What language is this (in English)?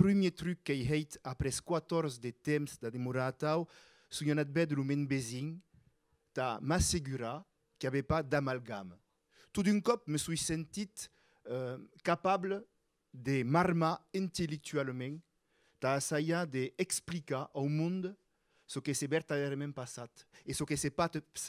Occitan